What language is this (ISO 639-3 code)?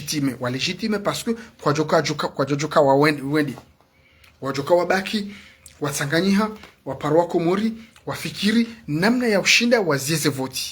zdj